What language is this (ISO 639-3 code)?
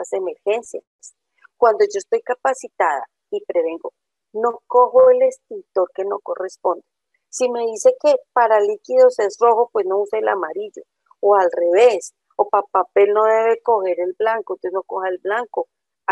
spa